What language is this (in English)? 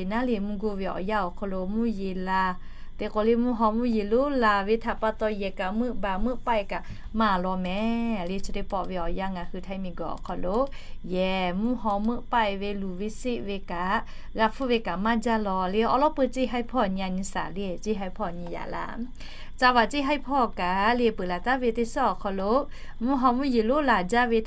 Lahu